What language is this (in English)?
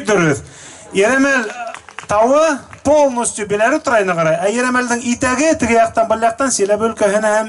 Bashkir